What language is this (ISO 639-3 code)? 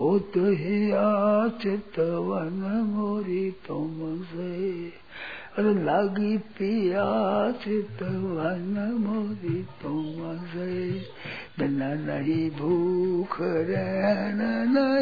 hin